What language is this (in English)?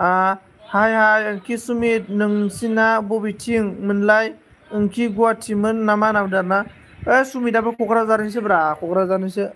Bodo